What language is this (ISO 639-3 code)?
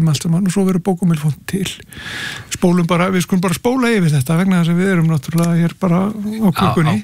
isl